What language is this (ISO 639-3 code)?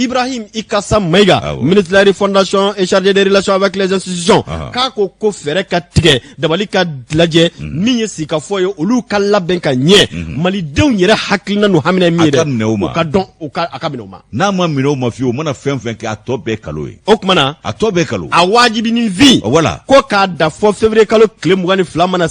bam